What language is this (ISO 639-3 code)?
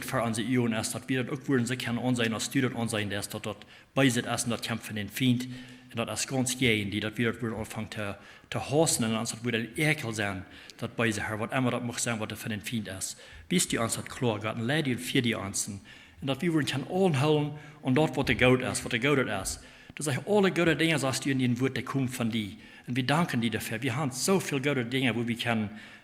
pdt